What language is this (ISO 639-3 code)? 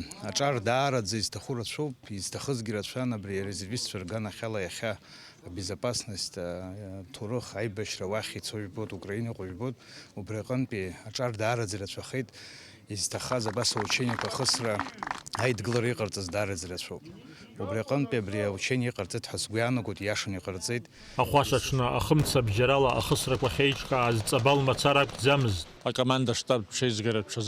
abk